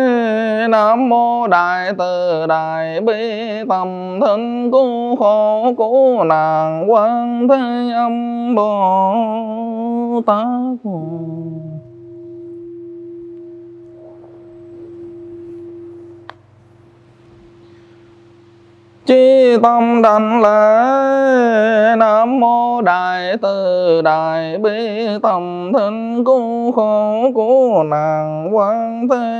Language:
Vietnamese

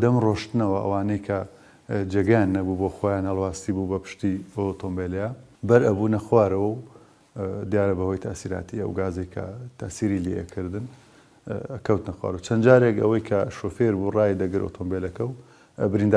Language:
Central Kurdish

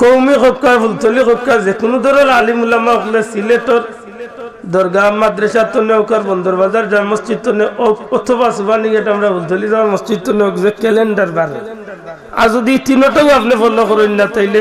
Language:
Sylheti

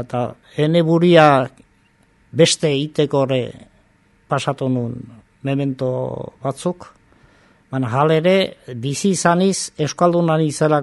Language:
Basque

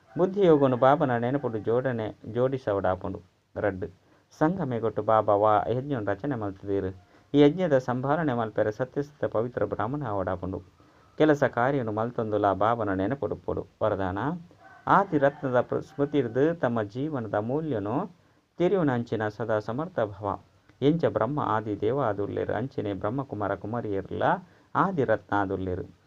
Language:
Tulu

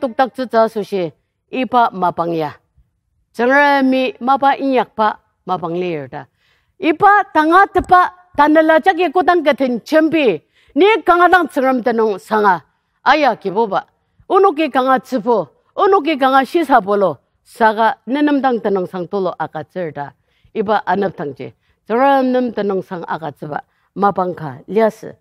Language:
Ao Naga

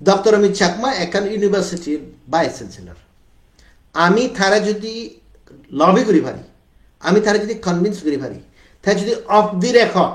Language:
Chakma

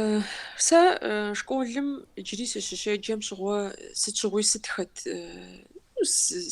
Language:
Kabardian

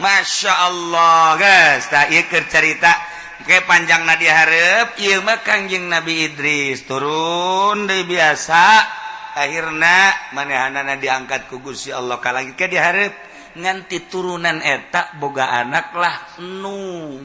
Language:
Sundanese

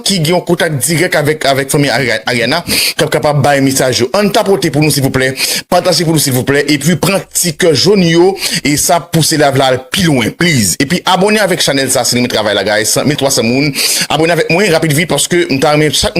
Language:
Haitian Creole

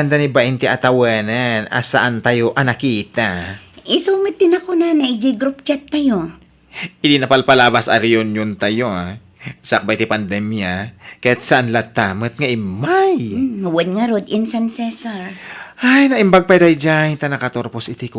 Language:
Iloko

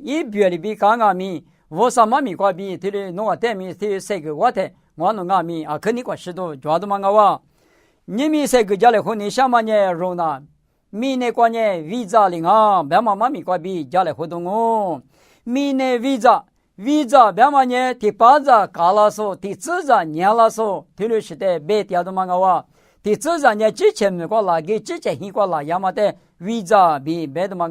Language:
Lisu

